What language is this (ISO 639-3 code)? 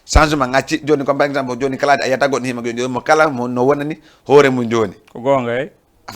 ful